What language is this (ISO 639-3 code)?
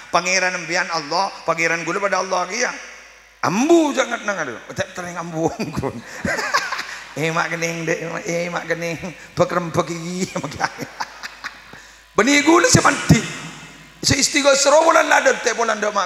mad